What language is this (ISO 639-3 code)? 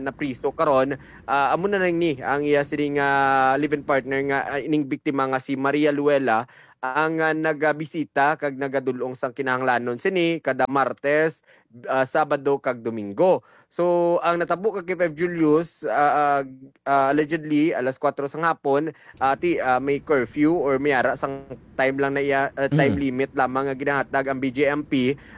hil